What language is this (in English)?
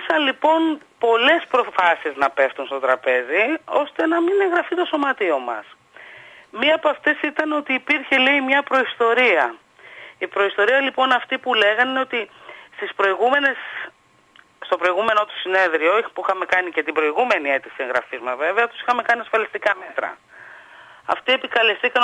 Greek